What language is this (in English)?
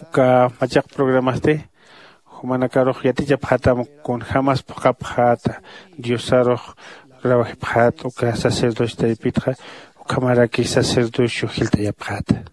Aymara